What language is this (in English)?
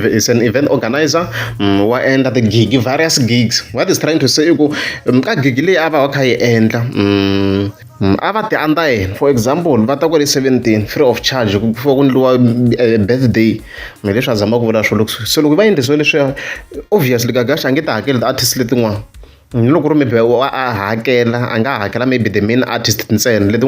Tsonga